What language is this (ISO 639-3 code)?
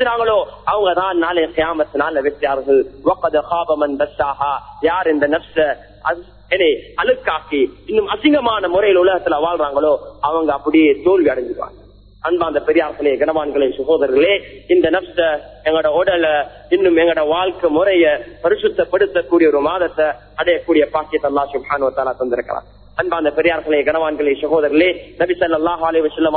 tam